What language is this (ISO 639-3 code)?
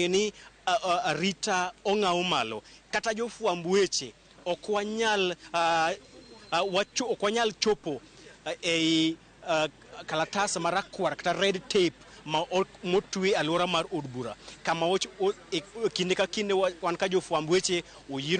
luo